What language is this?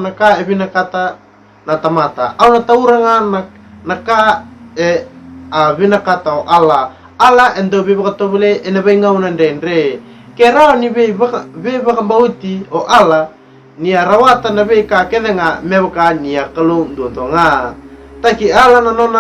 Fijian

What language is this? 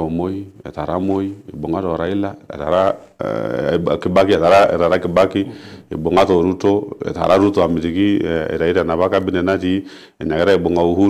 Masai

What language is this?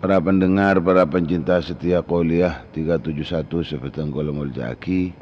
Madurese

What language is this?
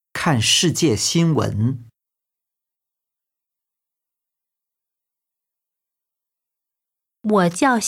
Chinese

